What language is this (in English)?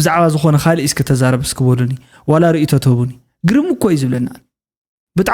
Tigrinya